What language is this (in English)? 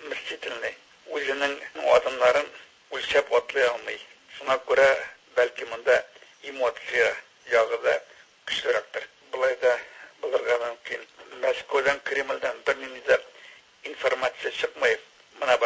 Tatar